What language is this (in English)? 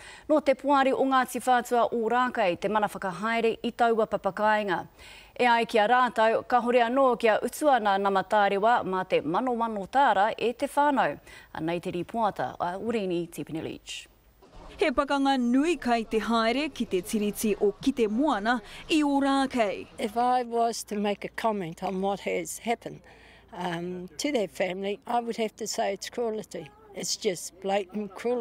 Māori